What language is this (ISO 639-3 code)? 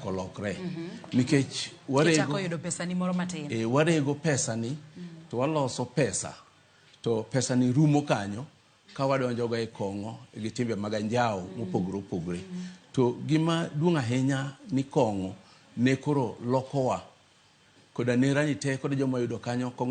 luo